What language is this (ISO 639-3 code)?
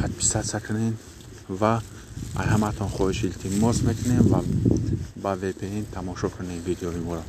tgk